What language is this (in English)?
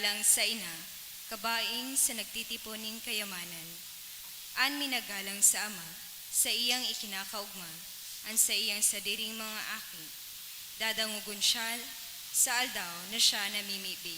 Bikol